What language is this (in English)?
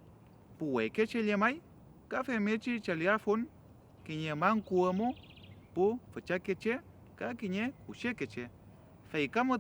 Mapuche